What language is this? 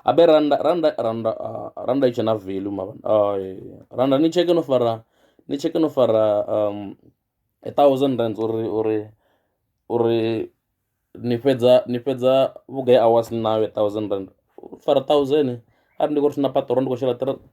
Venda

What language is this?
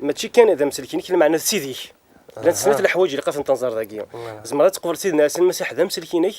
Kabyle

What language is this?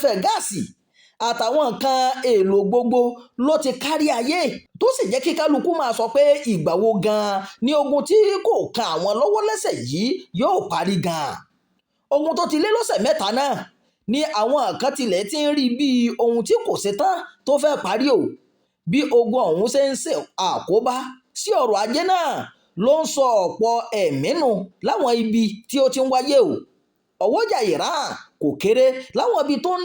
Yoruba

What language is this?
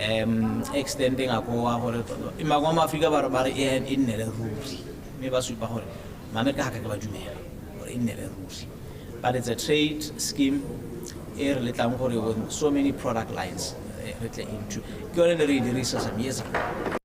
Tswana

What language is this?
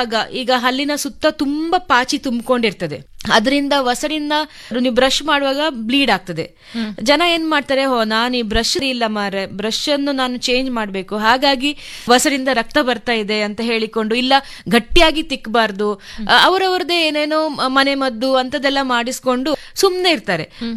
Kannada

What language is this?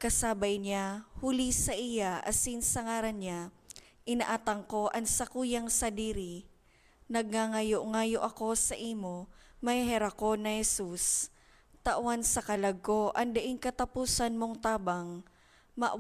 Bikol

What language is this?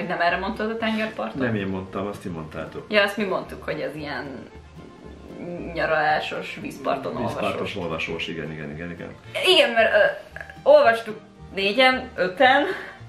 Hungarian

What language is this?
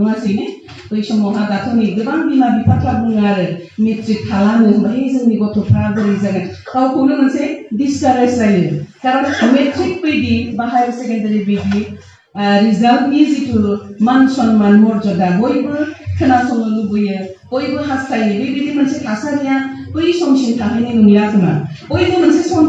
Bodo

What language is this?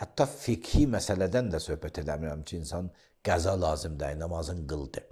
Azerbaijani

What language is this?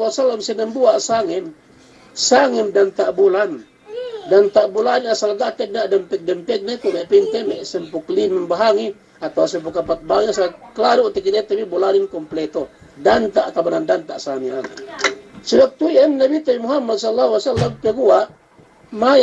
Yakan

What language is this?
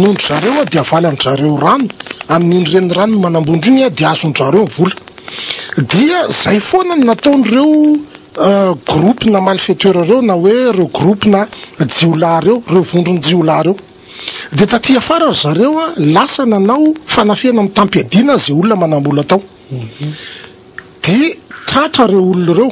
Malagasy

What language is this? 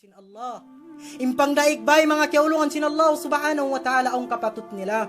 Tausug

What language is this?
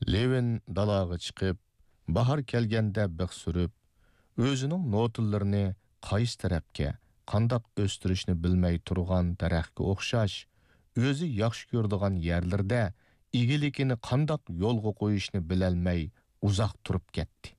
Uyghur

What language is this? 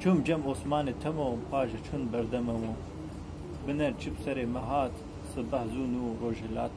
Kurdish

